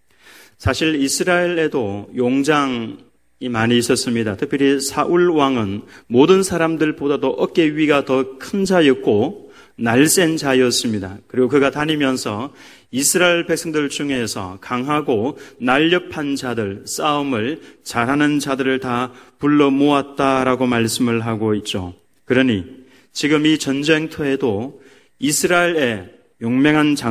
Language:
Korean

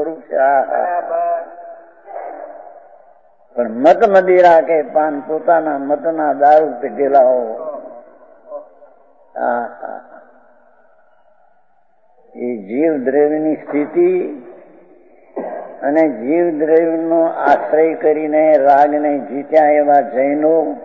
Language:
Gujarati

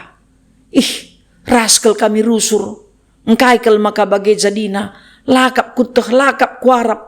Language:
Batak Karo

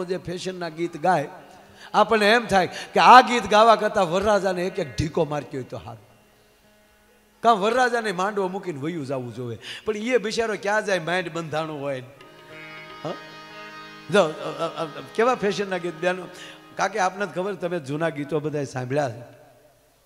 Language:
Gujarati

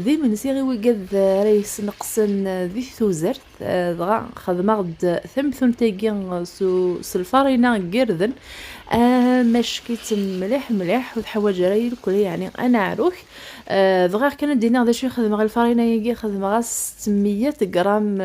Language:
Kabyle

